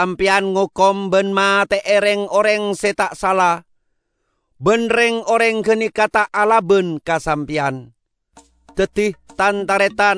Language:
Madurese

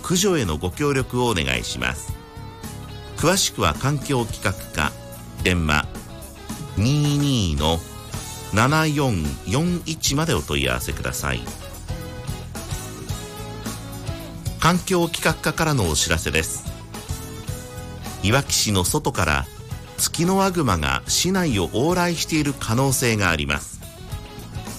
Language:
Japanese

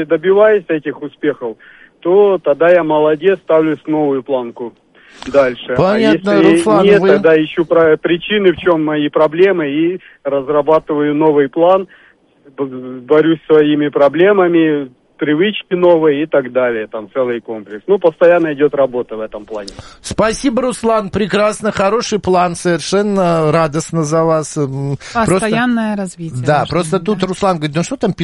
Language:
Russian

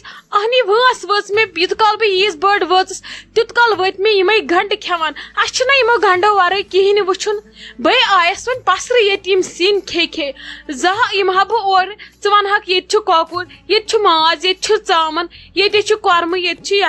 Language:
Kashmiri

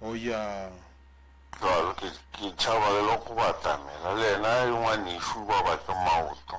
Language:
Northern Sotho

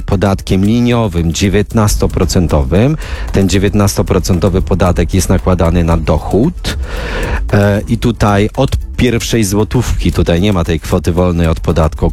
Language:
Polish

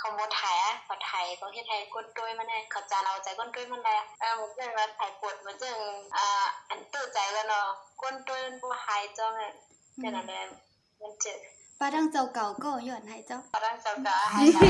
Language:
Shan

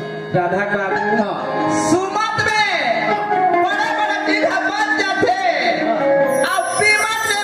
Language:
Chhattisgarhi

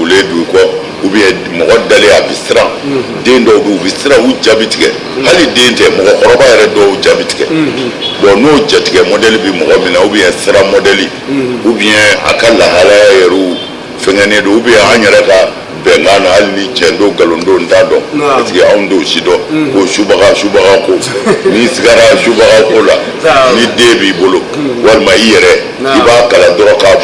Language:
Bambara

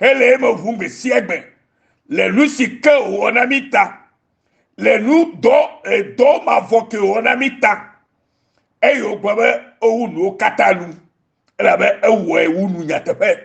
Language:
Ewe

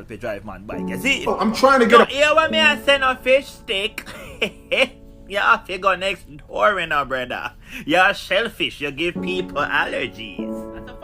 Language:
Jamaican Creole English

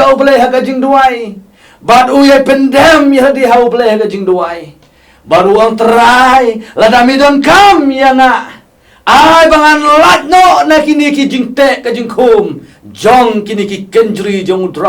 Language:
Khasi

